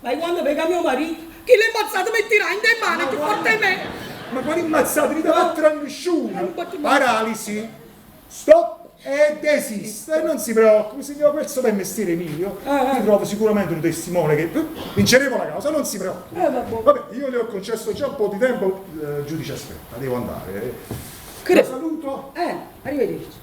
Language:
Neapolitan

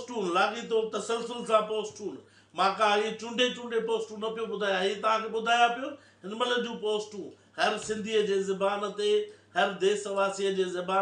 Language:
Sindhi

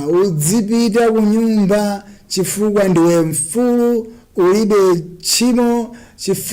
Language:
Nyanja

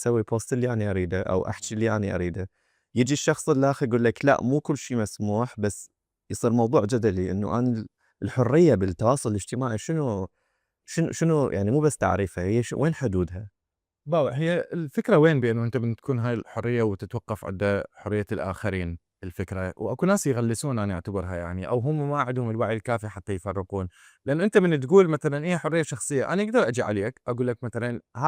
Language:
Mesopotamian Arabic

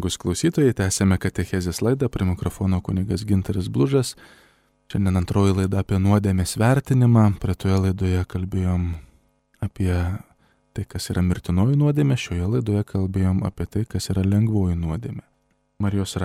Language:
Lithuanian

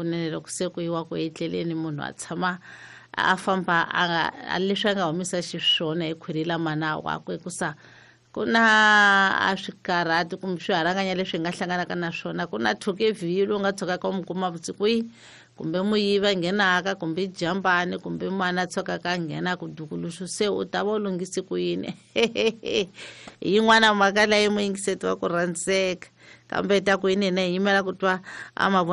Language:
Tsonga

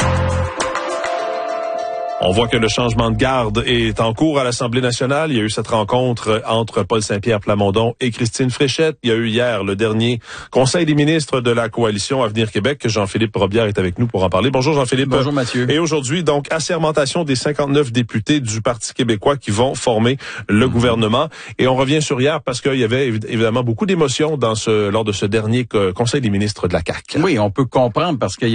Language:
French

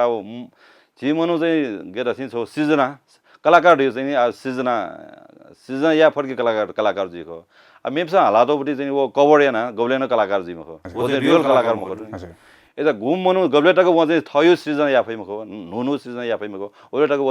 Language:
Newari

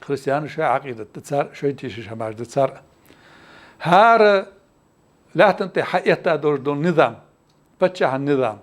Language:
Ingush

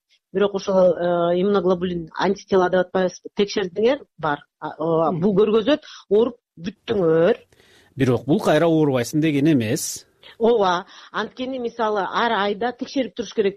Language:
Kyrgyz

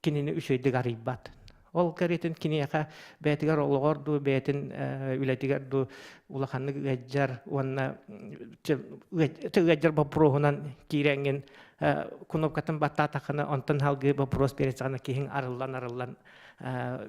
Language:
Yakut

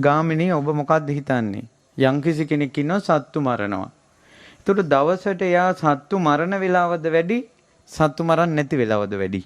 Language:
Sinhala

